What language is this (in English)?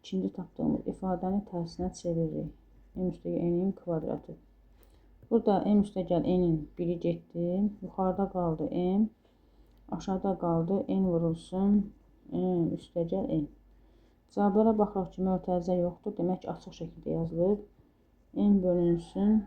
Azerbaijani